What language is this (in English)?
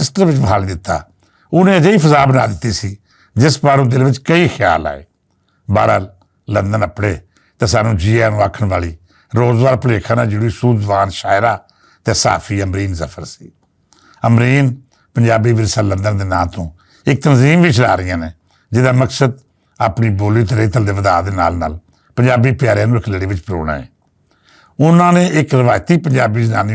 Western Panjabi